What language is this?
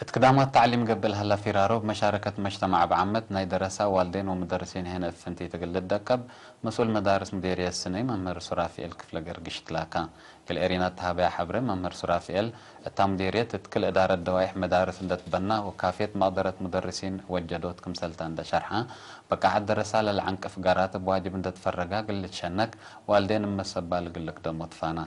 Tigre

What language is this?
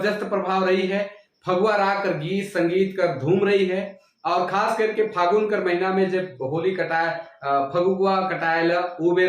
Sadri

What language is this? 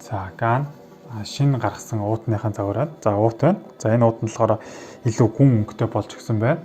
Mongolian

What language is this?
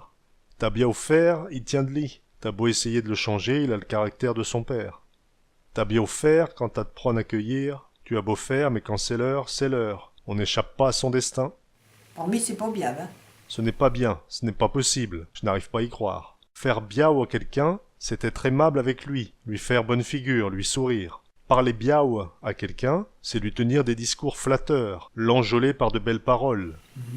Picard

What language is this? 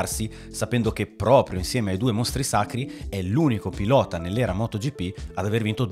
Italian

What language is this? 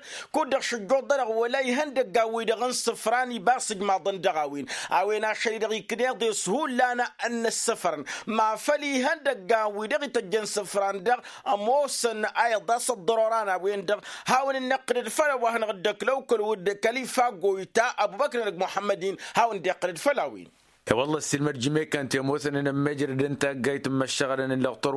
Tamasheq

